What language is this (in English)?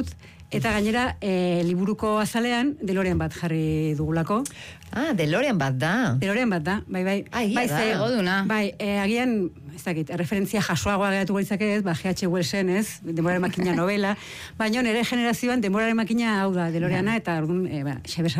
Basque